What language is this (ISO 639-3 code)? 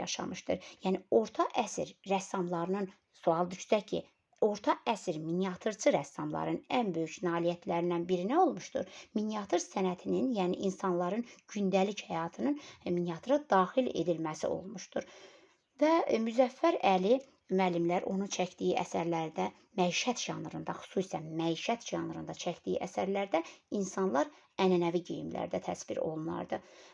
aze